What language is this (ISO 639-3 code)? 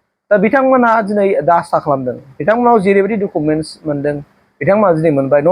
brx